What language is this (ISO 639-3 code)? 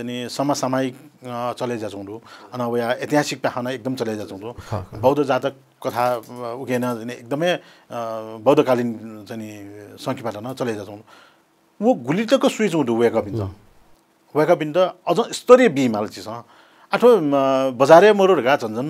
new